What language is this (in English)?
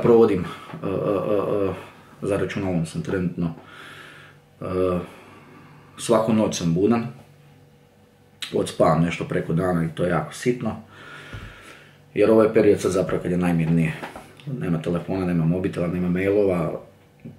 Croatian